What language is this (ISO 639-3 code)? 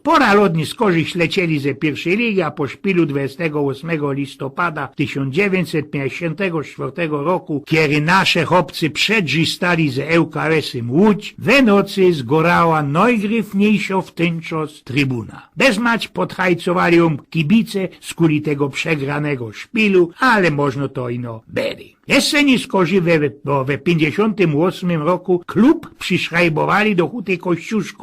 szl